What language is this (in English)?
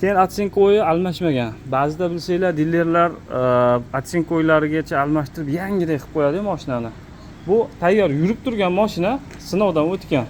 Uzbek